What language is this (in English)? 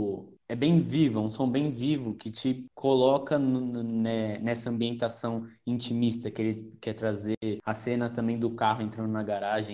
Portuguese